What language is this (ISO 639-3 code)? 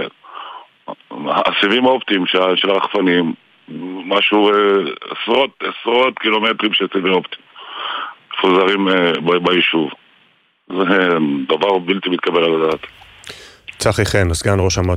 heb